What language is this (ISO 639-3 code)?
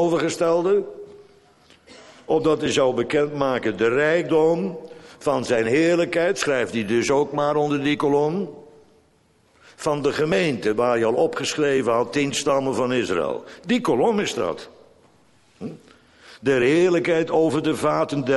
nld